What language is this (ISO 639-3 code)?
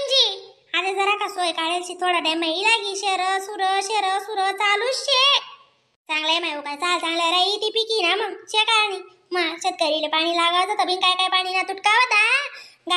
khn